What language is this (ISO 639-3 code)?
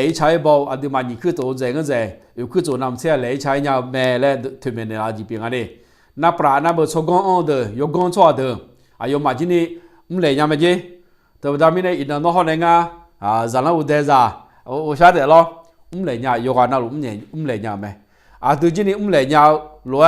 ahk